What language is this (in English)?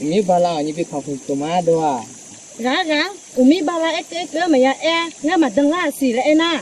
Akha